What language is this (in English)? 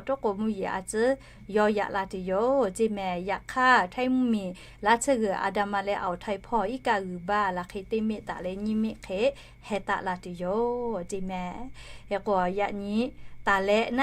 Lahu